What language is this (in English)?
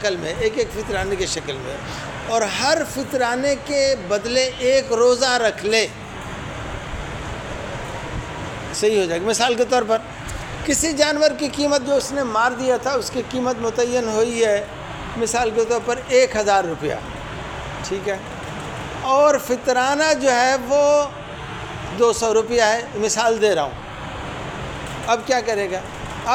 Urdu